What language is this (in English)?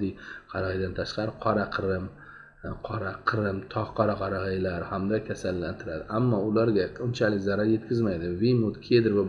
Uzbek